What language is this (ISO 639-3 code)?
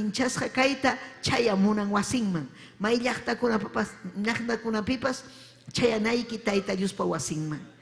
quy